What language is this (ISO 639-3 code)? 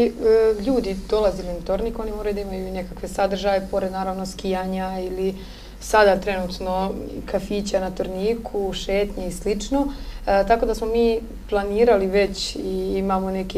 srp